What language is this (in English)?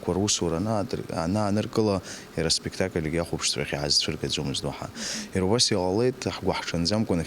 Abkhazian